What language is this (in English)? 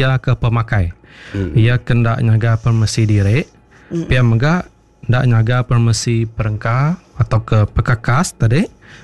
Iban